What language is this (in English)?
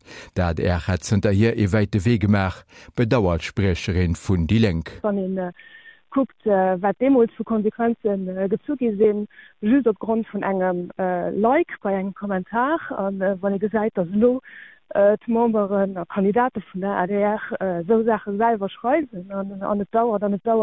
Luxembourgish